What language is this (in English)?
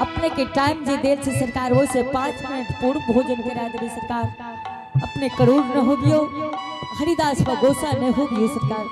Angika